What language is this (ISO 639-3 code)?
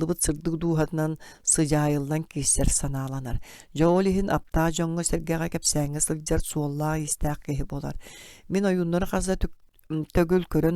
sah